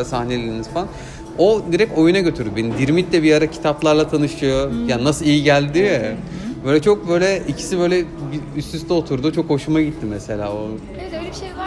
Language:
Turkish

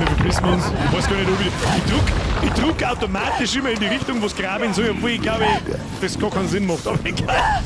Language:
Bavarian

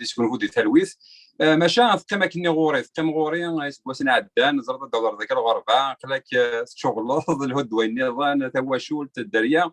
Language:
Kabyle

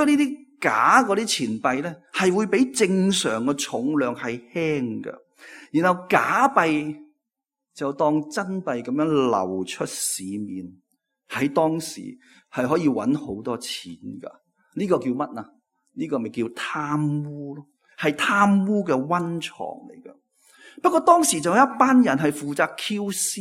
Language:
Cantonese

